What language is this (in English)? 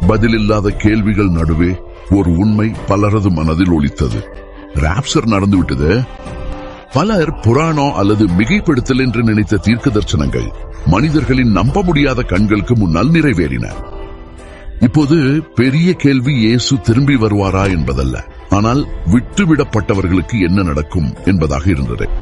Tamil